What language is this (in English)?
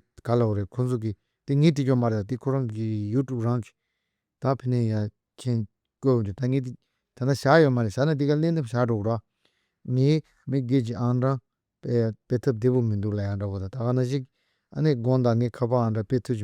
Tibetan